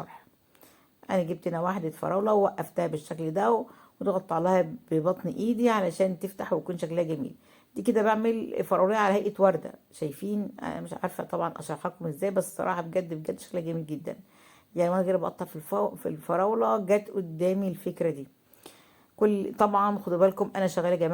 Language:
Egyptian Arabic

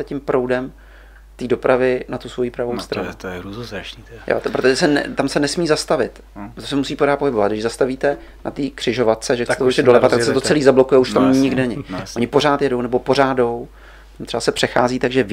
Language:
Czech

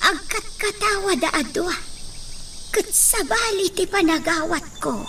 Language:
Iloko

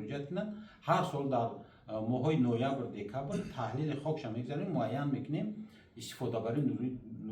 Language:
Tajik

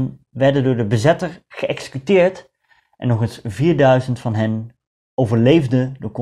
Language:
Dutch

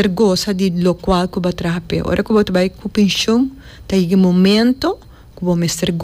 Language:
Papiamento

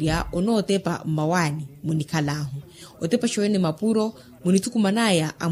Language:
Makhuwa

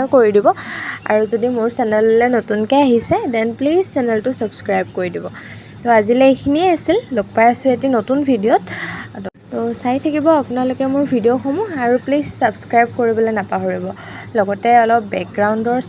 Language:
Assamese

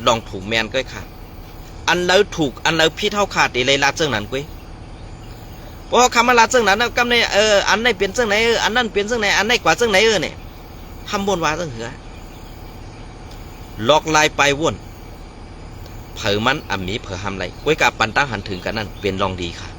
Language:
Shan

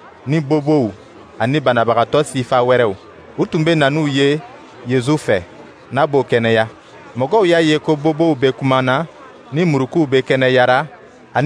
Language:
Dyula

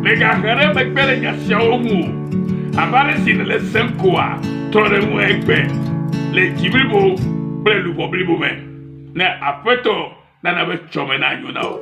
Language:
Ewe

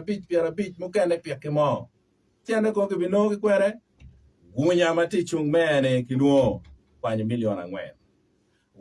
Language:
Acoli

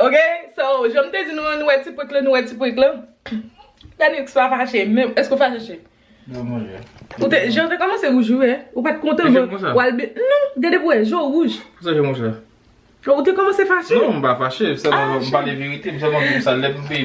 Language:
Haitian Creole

